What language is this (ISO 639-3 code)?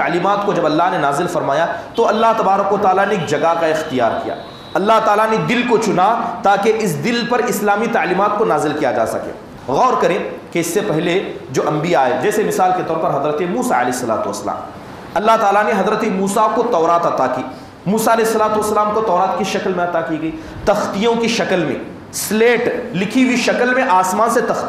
urd